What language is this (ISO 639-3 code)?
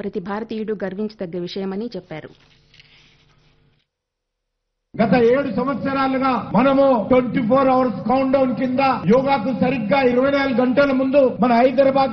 tel